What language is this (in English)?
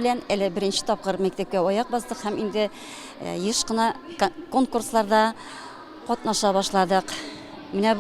Tatar